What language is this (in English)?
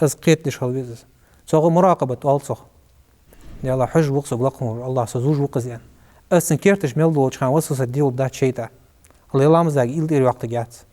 Ingush